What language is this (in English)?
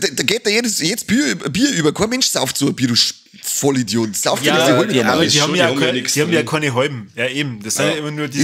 Bavarian